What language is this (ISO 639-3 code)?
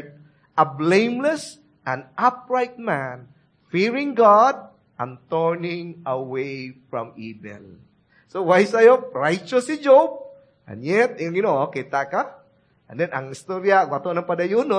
ceb